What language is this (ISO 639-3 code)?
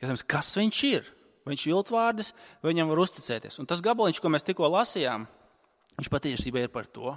lav